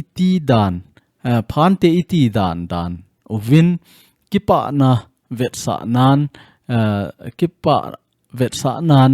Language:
Thado Chin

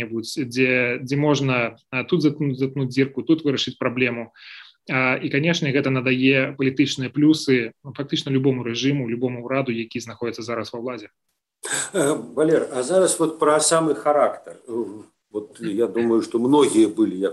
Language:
Belarusian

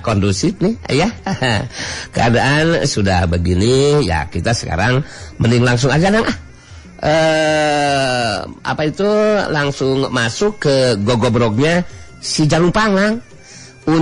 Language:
Sundanese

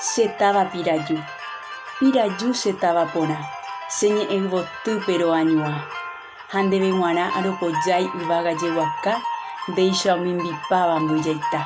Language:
Guarani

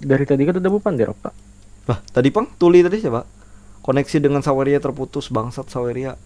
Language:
Banjar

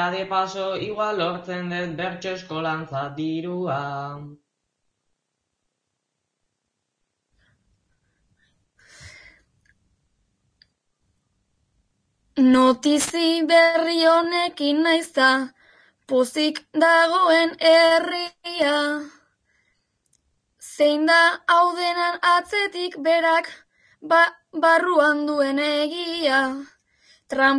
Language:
Basque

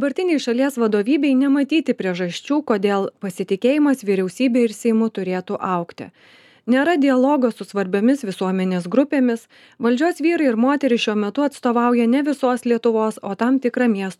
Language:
Lithuanian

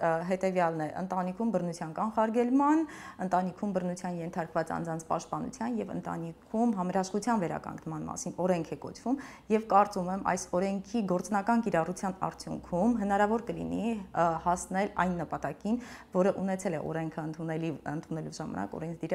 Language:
Armenian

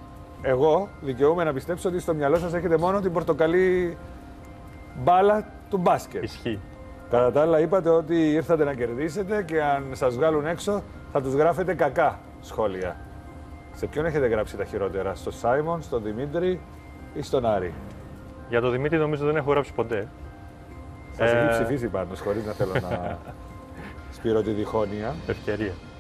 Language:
Greek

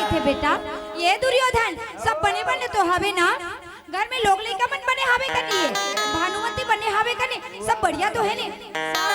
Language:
Chhattisgarhi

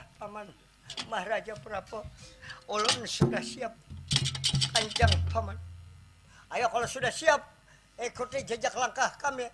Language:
Banjar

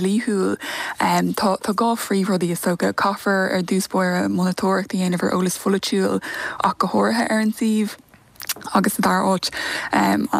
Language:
Irish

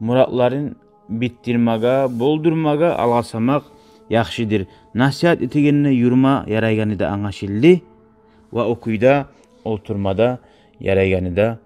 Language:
Kumyk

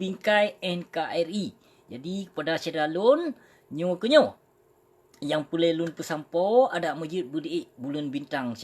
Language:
Achinese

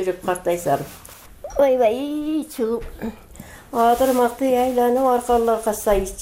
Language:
Kyrgyz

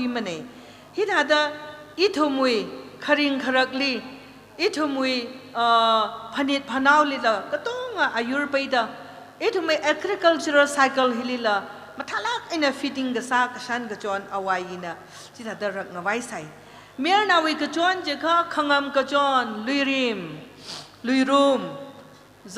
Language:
Tangkhul Naga (India)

